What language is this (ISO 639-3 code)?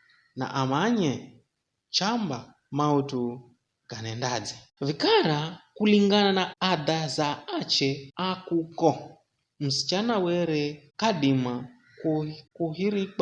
nyf